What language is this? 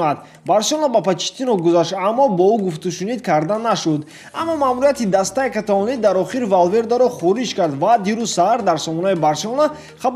Tajik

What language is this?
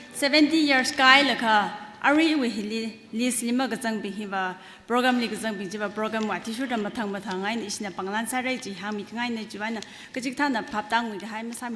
Tangkhul Naga (India)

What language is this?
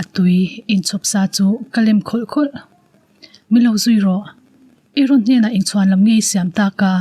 Mizo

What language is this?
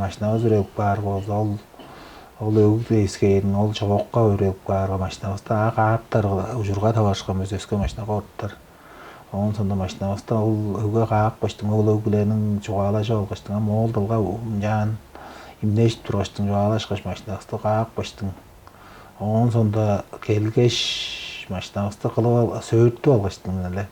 Tuvinian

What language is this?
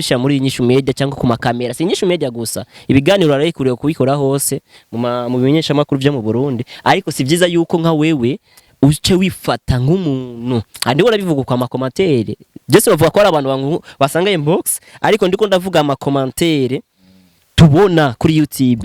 Rundi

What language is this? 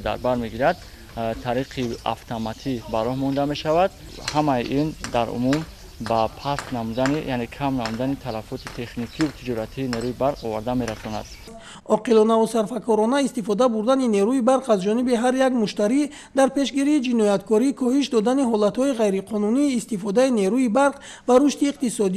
Tajik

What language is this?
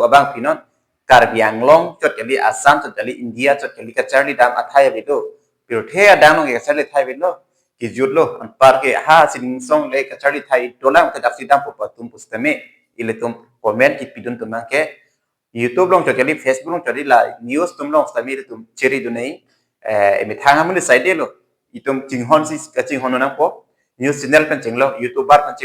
Karbi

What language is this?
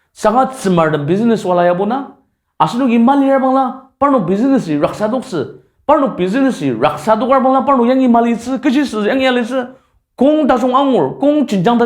Ao Naga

